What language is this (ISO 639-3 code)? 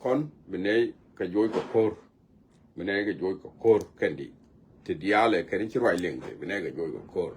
nus